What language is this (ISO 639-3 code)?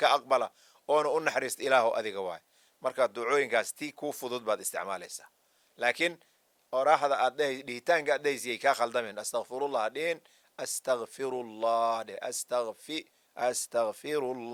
som